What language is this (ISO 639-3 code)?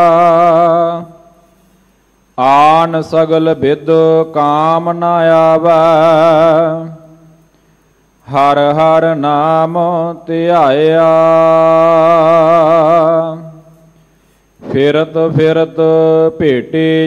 pan